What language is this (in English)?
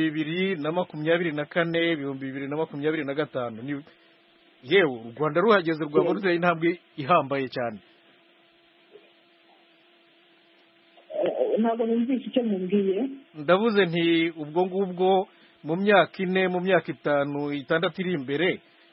Kinyarwanda